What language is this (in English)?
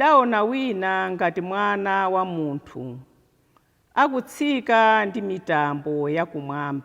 Nyanja